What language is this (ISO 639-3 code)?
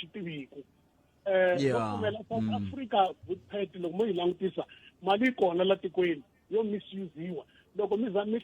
tso